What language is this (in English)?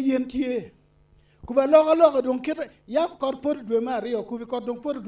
Acoli